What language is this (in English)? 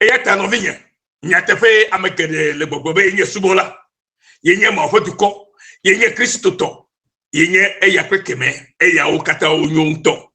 Ewe